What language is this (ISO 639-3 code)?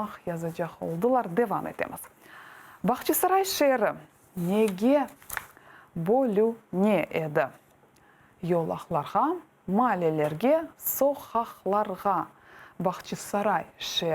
crh